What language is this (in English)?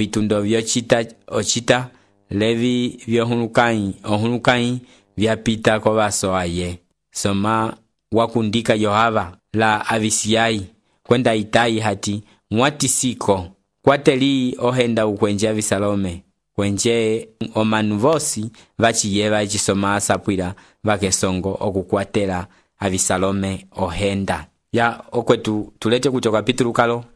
Umbundu